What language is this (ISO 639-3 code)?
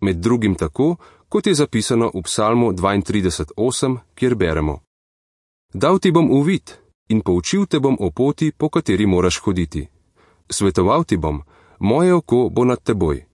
slv